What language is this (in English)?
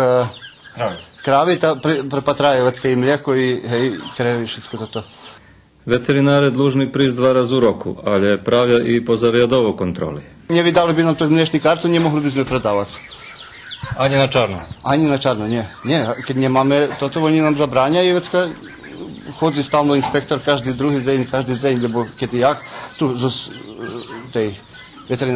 Rusyn